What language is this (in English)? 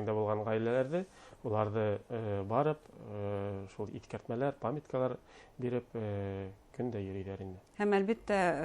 Bashkir